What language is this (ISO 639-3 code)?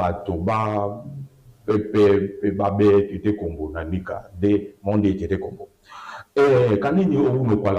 dua